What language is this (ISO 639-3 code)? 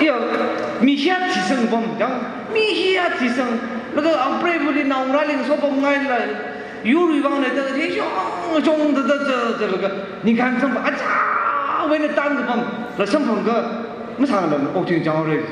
nmf